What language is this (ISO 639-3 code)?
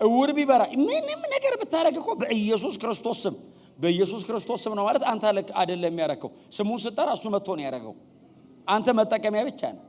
amh